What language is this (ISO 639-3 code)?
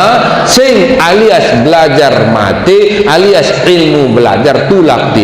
sas